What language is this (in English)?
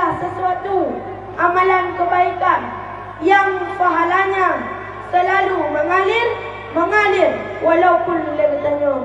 Achinese